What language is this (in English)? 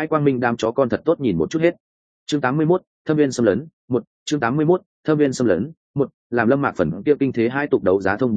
Vietnamese